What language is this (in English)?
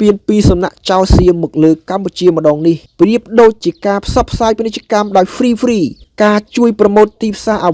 Khmer